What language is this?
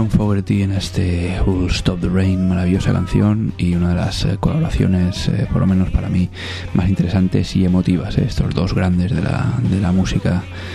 Spanish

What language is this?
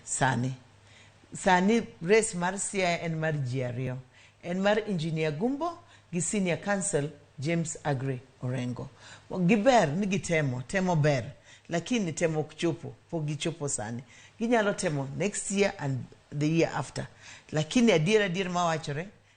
Luo (Kenya and Tanzania)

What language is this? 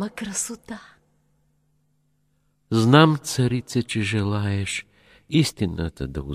Bulgarian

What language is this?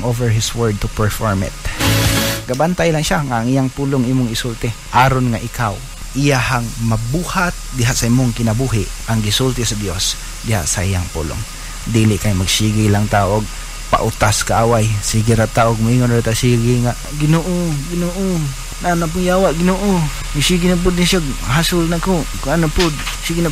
Cebuano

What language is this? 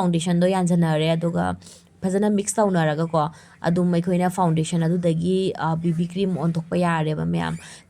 Manipuri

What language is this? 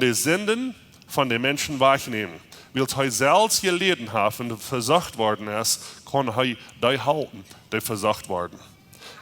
Plautdietsch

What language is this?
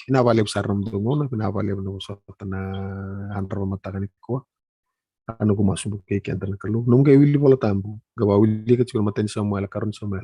Fijian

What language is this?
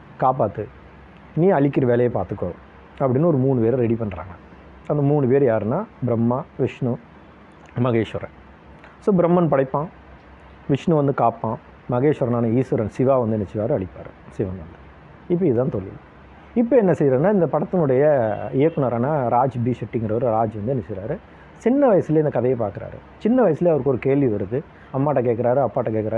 Tamil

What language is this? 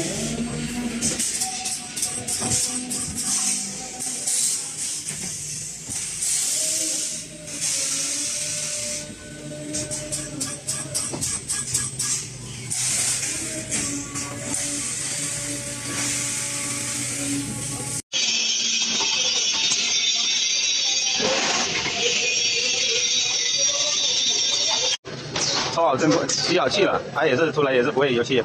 Chinese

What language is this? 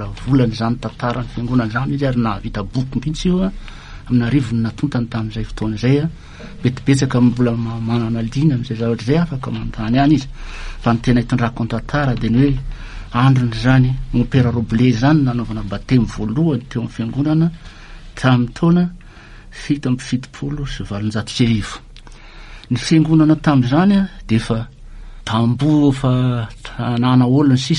Malagasy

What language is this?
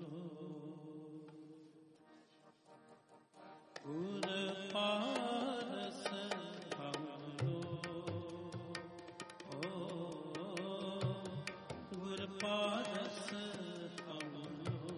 Punjabi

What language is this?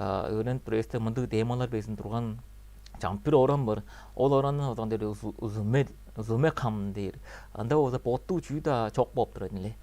Tuvinian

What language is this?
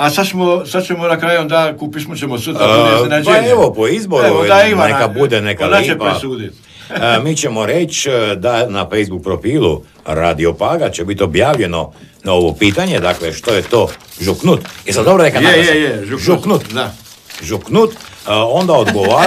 Croatian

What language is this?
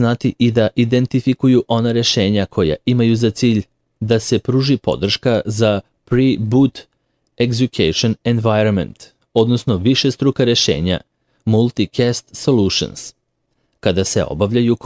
Serbian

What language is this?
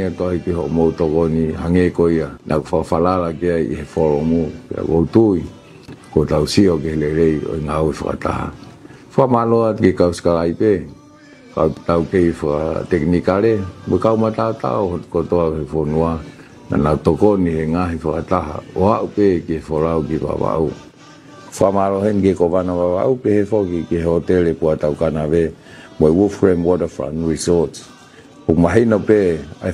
Tongan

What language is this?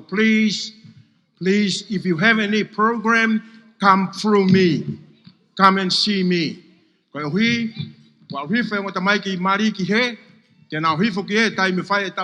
Tongan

